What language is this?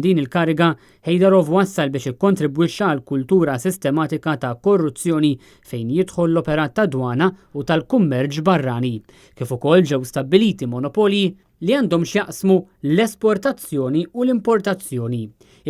Maltese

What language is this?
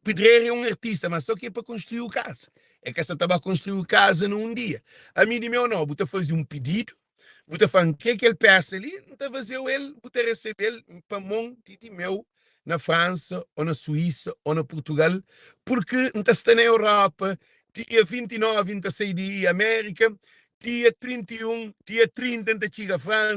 Kabuverdianu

